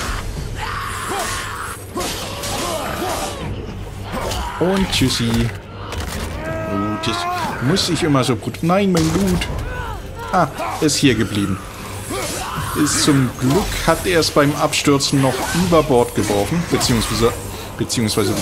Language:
German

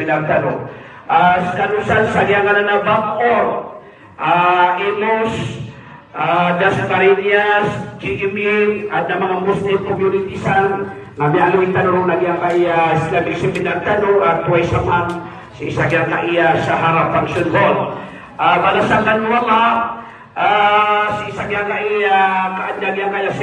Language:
Maranao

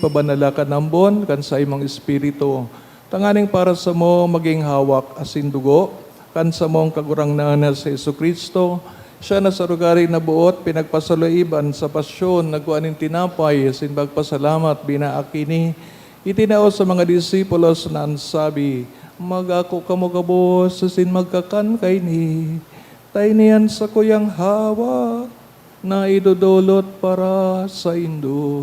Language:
Bikol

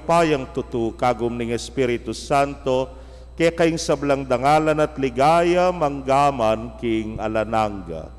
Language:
Pampanga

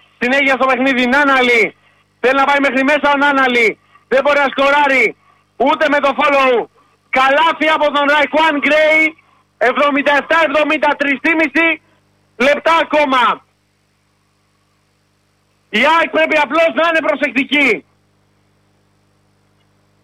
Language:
Greek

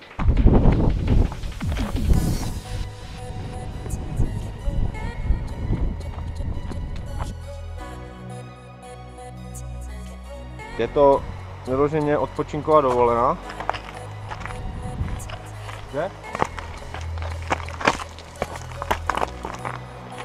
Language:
Czech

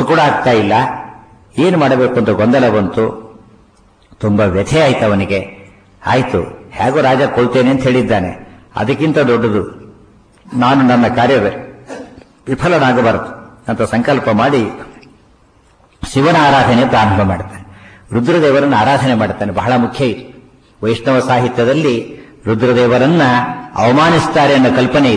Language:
Kannada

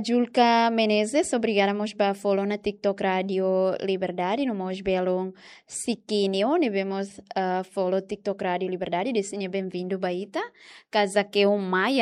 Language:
Tetum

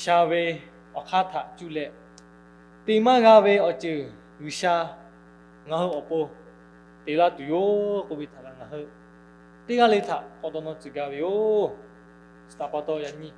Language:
Lahu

